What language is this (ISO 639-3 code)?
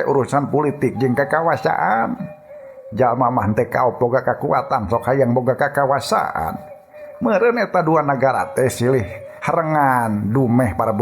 sun